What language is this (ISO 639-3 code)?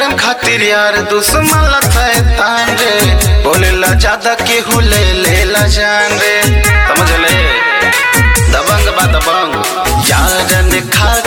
bho